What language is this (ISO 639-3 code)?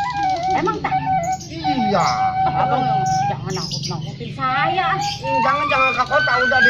bew